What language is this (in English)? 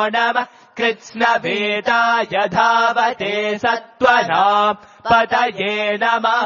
Sanskrit